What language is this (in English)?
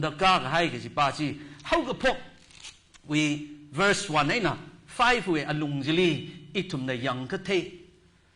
Tangkhul Naga (India)